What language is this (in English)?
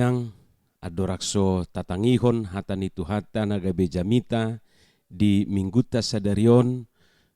Batak Toba